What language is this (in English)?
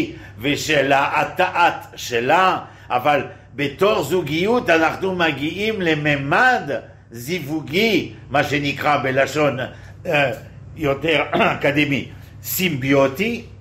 Hebrew